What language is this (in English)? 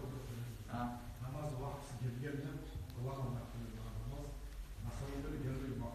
Kumyk